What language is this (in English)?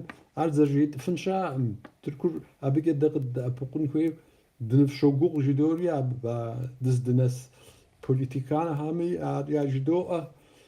Kabardian